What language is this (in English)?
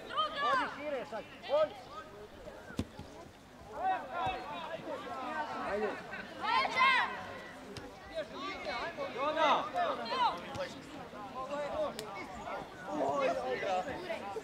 Croatian